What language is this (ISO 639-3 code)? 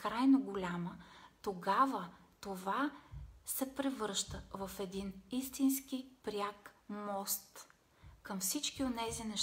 bul